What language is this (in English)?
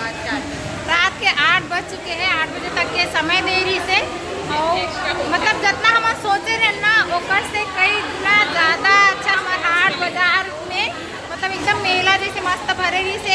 Chhattisgarhi